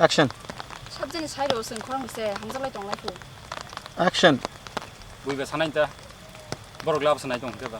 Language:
Kok Borok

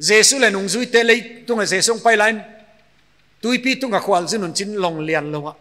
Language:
Paite Chin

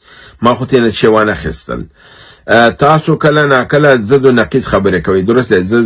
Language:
Pashto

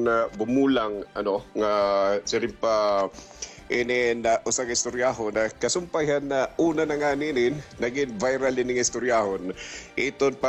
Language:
Waray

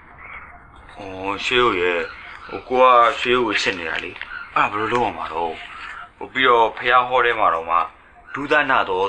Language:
Burmese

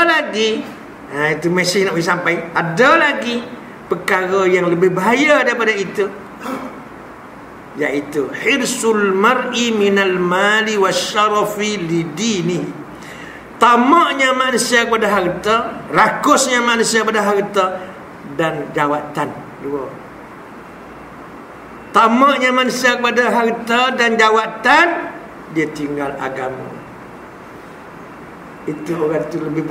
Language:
Malay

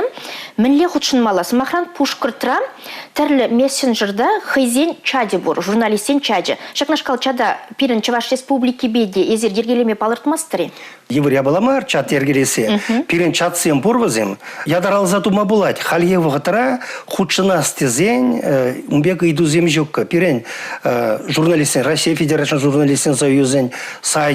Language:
Chuvash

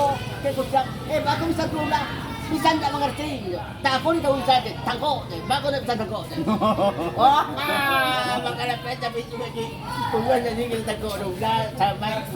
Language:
Minangkabau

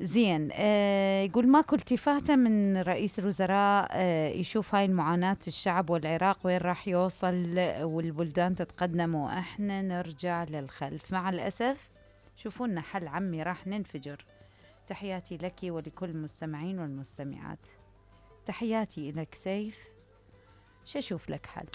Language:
Mesopotamian Arabic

